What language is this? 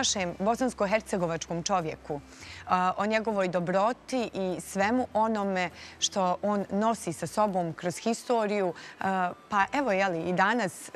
Bosnian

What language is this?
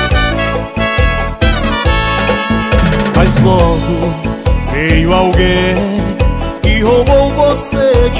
Portuguese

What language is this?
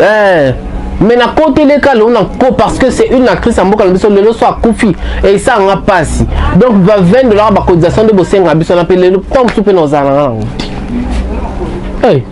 Lingala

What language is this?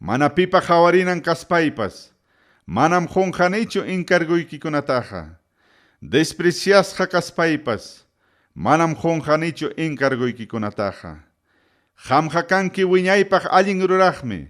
Ayacucho Quechua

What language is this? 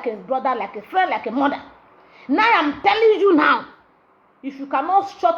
Nigerian Pidgin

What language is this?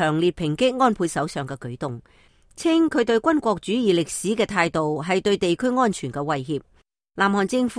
Cantonese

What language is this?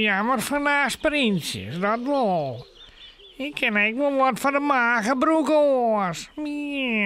Western Frisian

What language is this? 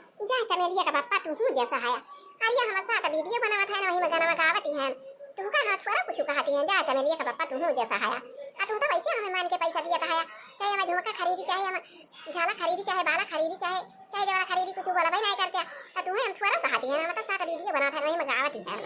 Awadhi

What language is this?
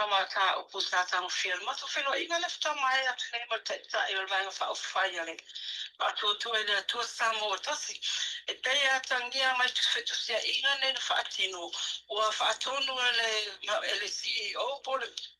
Samoan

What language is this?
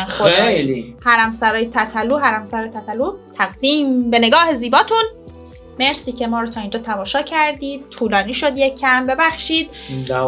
Persian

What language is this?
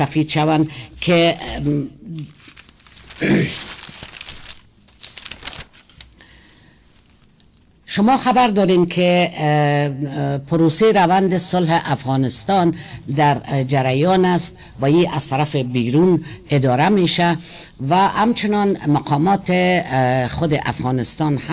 Persian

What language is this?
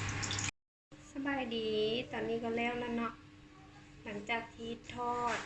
Lao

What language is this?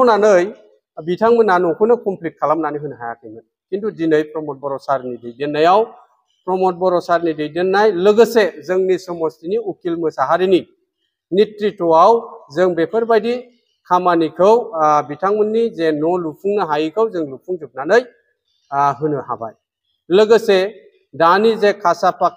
Bodo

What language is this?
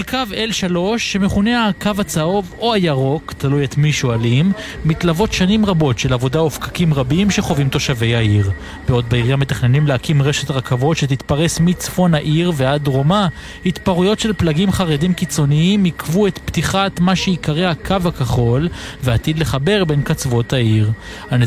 Hebrew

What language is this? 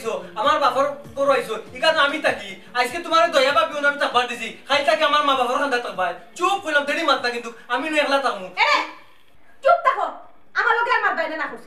Sylheti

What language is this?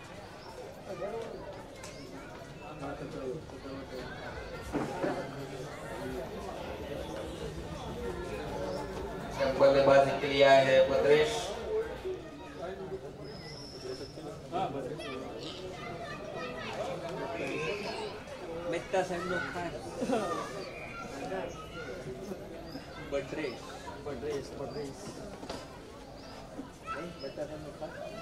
Hindi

